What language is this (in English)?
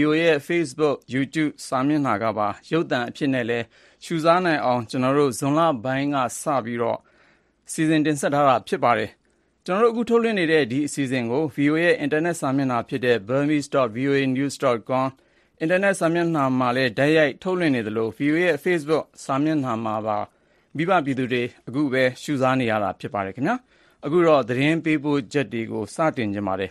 Burmese